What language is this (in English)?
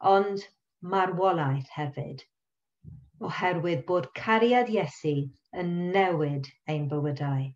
Welsh